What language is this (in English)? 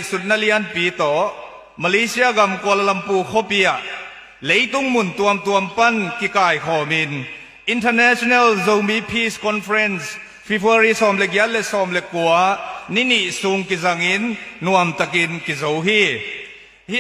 Tedim Chin